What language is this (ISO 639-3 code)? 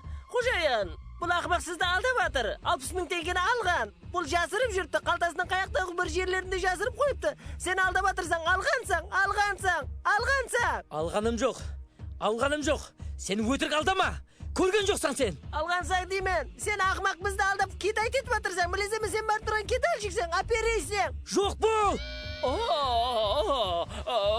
kaa